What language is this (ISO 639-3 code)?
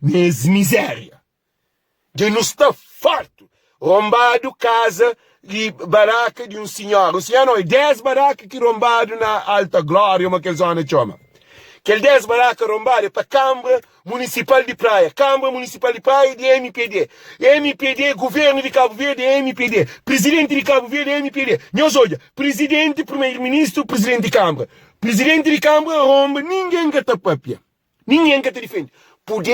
kea